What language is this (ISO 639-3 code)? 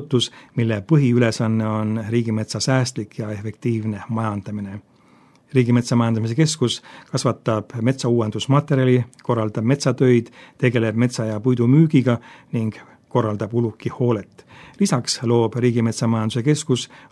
est